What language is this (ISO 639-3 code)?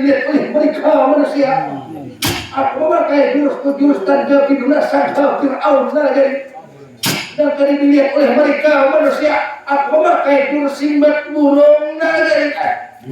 bjn